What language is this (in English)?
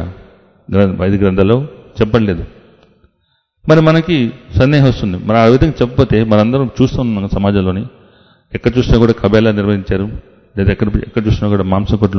Telugu